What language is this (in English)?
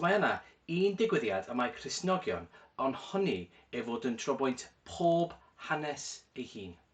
Welsh